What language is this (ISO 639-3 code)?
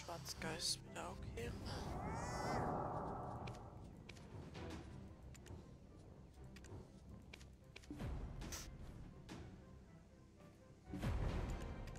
deu